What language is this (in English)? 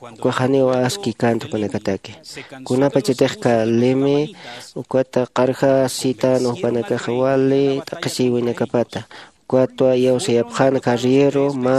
Aymara